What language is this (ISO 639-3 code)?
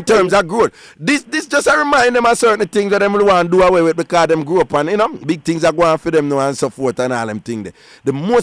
jam